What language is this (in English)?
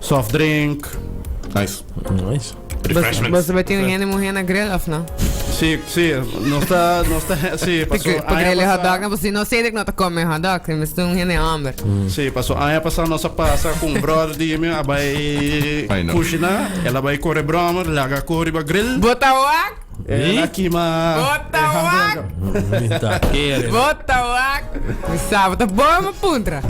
Papiamento